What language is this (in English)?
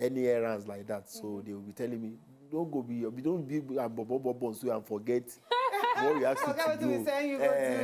Nigerian Pidgin